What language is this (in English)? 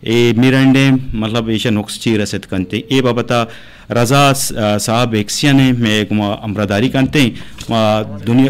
Eastern Balochi